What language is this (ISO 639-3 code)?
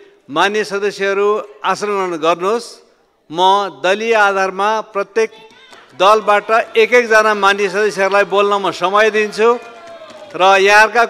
nep